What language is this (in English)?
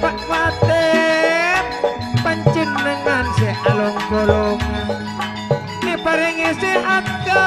Madurese